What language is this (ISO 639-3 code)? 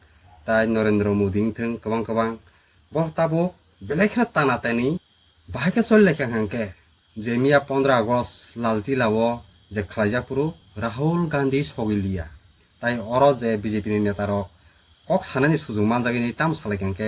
trp